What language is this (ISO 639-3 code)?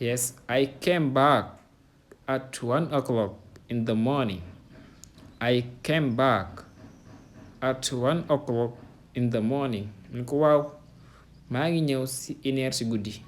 wol